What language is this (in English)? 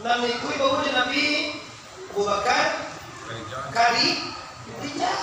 Minangkabau